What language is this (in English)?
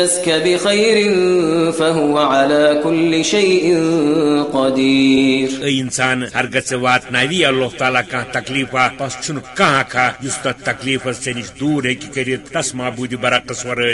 Kashmiri